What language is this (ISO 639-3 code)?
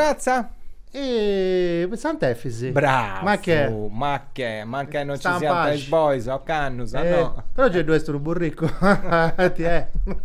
srd